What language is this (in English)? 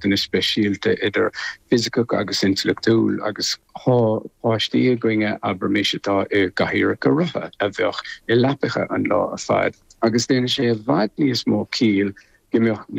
Irish